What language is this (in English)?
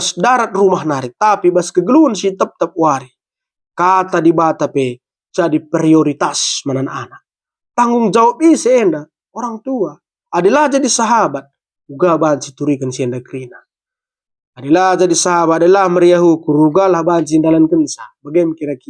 Batak Karo